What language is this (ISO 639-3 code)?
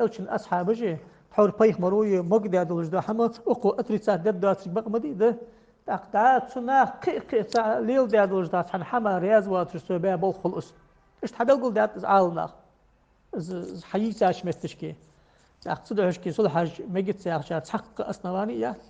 inh